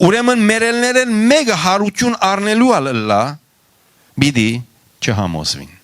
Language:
Western Armenian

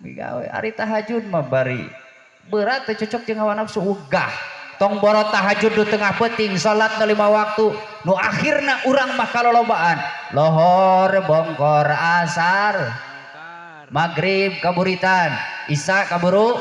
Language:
Sundanese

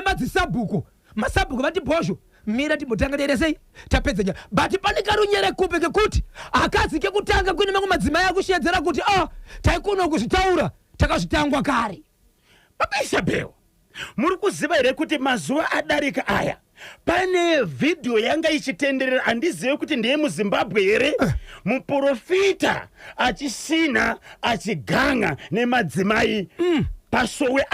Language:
Shona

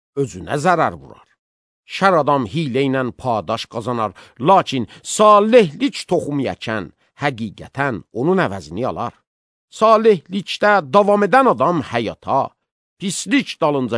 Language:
Azerbaijani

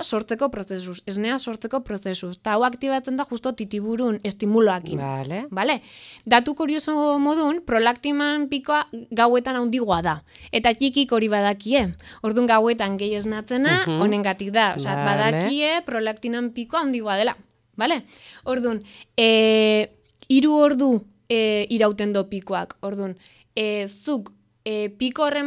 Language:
Basque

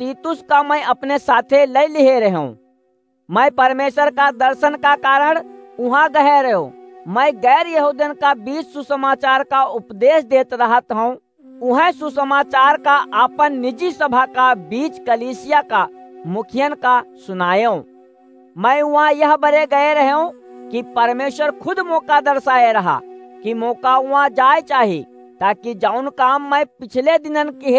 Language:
Awadhi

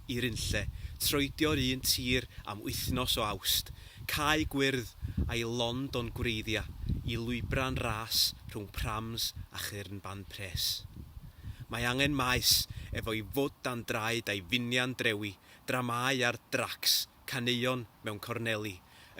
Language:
Welsh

